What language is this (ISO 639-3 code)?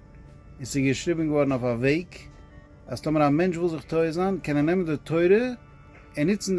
yid